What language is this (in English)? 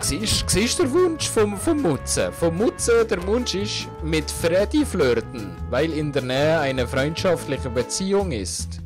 Swiss German